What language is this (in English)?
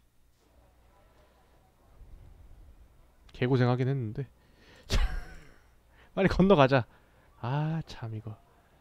Korean